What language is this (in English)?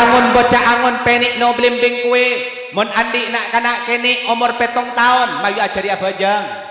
Madurese